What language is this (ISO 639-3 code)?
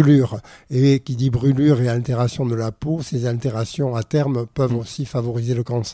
fra